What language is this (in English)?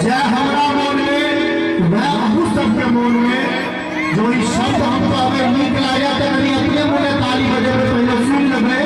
Maithili